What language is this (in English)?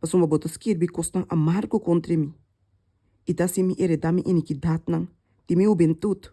Papiamento